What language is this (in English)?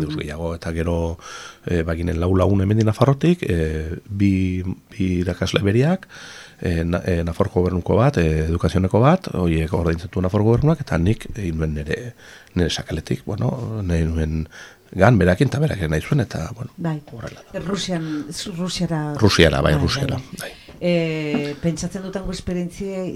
Basque